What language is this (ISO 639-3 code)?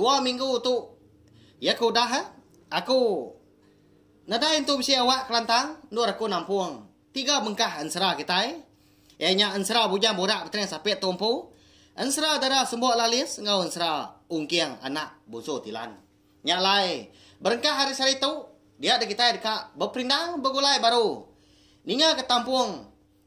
iba